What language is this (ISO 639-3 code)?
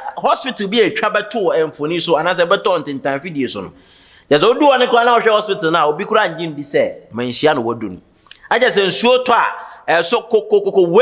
aka